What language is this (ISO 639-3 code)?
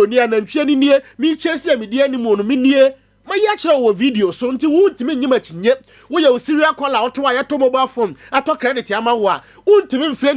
aka